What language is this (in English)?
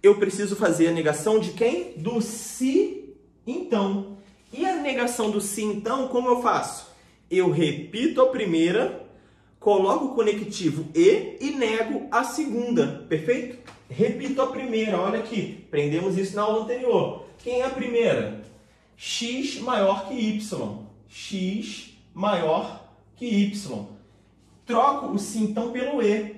Portuguese